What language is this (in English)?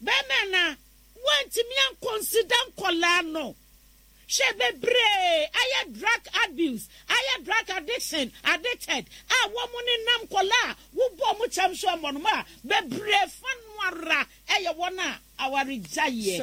Akan